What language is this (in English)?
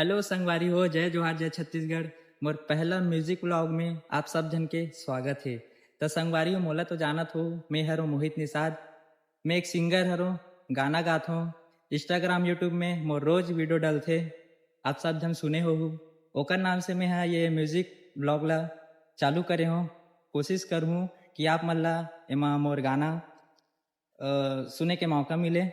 Chhattisgarhi